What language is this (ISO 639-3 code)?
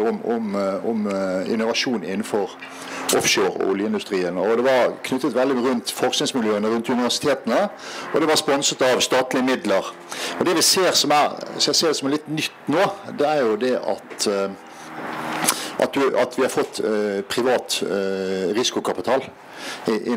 nor